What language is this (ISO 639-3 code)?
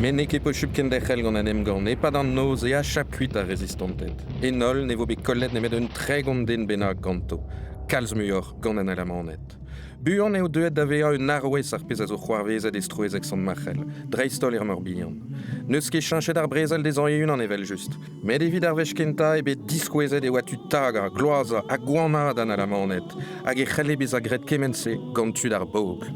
bre